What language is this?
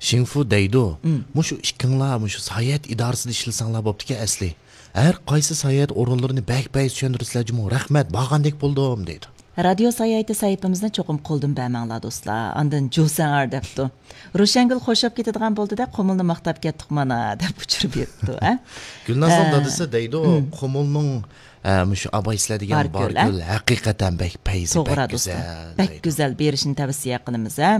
Uyghur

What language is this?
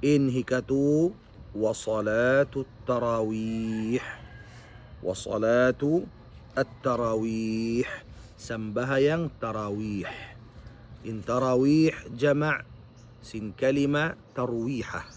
Tausug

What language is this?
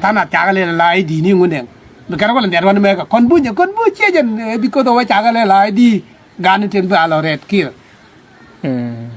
Nuer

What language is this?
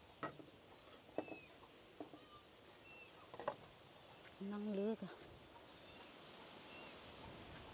Vietnamese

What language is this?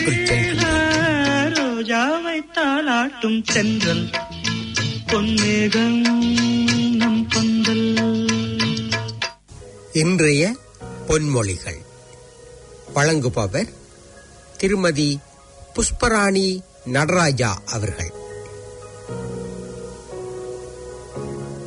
Tamil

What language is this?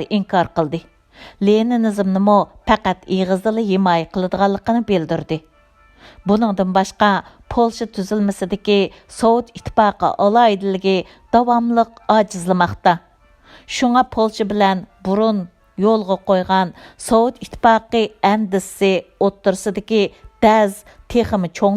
Uyghur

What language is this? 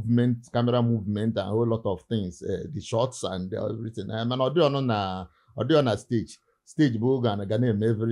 Igbo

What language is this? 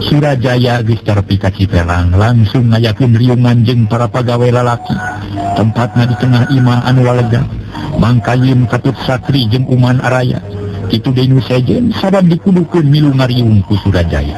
Sundanese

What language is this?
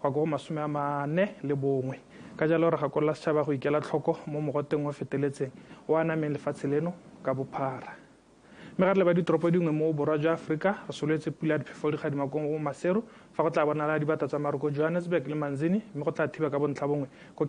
Tswana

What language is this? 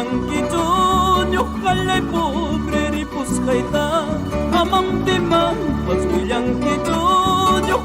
Ayacucho Quechua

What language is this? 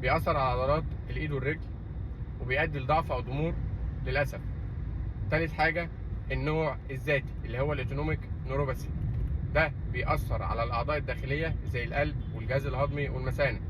Egyptian Arabic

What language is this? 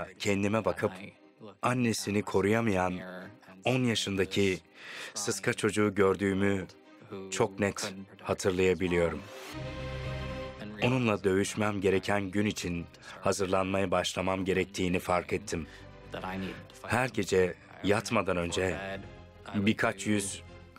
Turkish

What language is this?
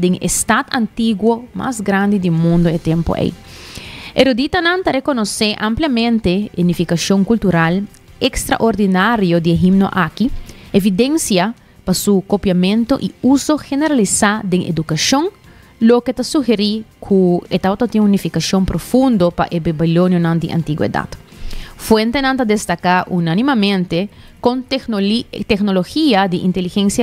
Papiamento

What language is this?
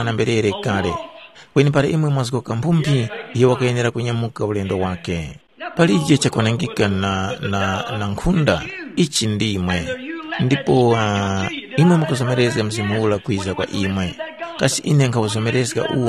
Tumbuka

